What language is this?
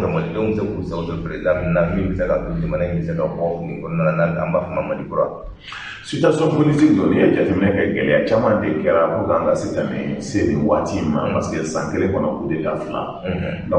Bambara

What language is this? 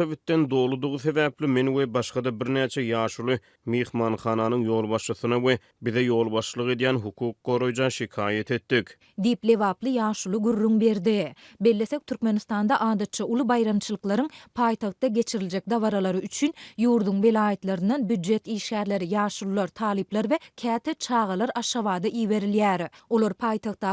Turkmen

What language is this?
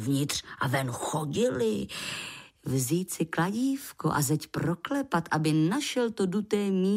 Czech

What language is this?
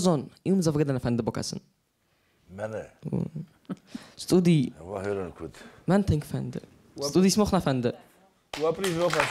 Ossetic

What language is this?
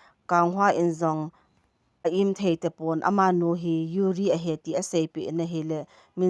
Thado Chin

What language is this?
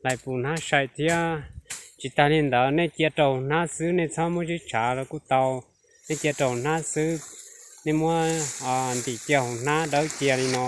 Hmong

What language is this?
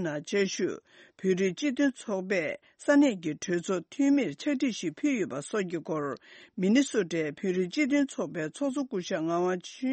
Tibetan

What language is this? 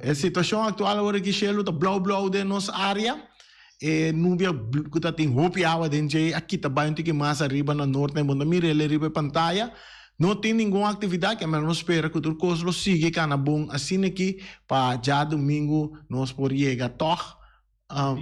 Papiamento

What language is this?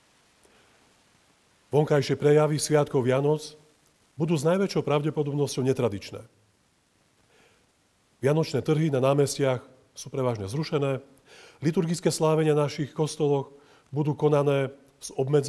Slovak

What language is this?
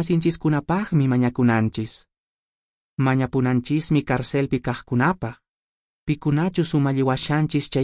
Quechua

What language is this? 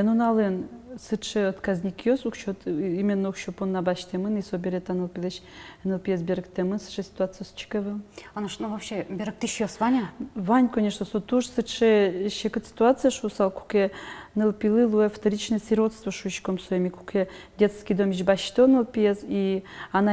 Udmurt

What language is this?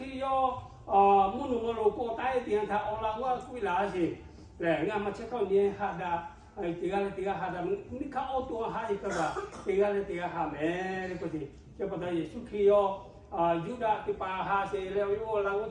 Lahu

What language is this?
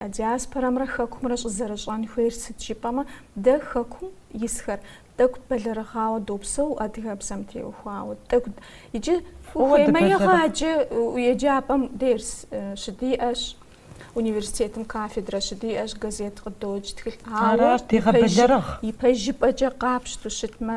Kabardian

